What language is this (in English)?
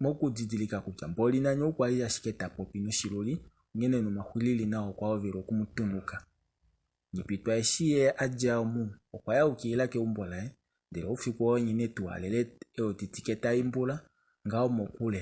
Kuanyama